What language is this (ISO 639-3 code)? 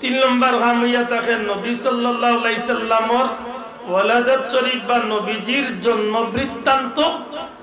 syl